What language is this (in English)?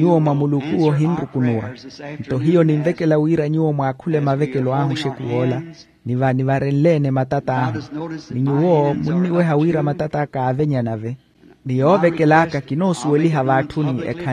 Makhuwa